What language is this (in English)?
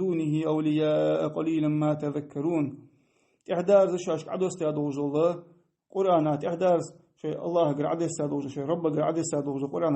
Ingush